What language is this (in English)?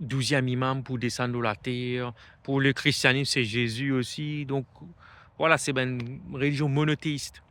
Morisyen